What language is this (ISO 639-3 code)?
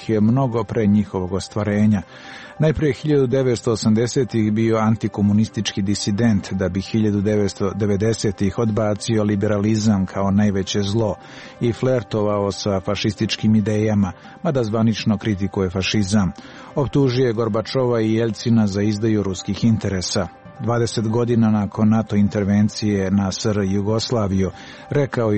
srp